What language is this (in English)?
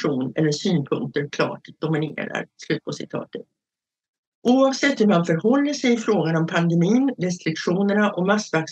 Swedish